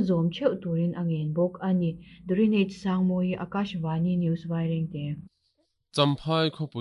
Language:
Mizo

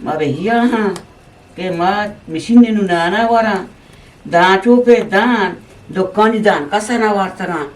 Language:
Eastern Balochi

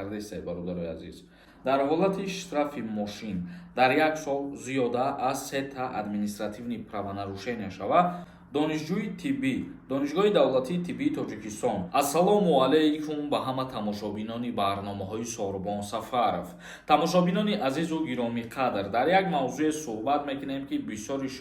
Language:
Tajik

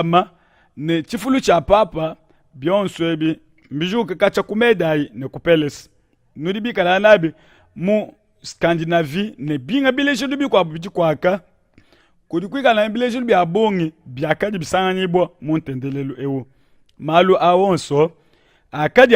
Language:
Luba-Lulua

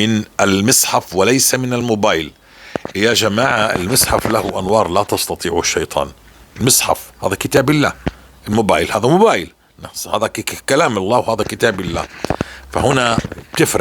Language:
North Levantine Arabic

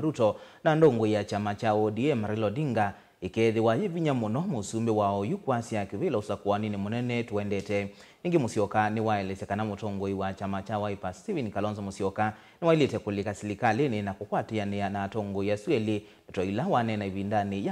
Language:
Kamba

